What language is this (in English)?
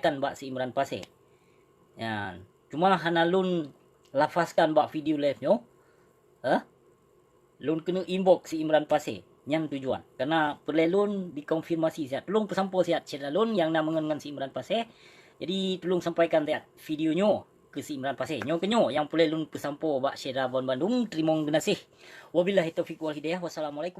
Achinese